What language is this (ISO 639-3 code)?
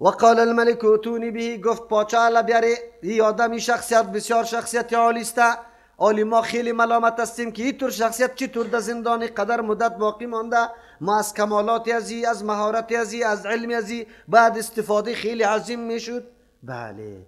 fas